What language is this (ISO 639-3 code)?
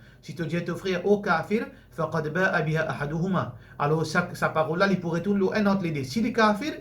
mfe